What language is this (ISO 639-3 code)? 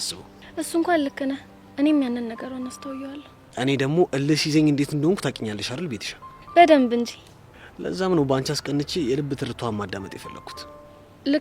amh